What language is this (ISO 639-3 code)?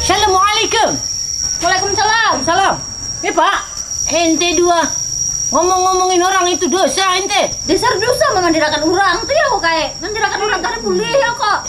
bjn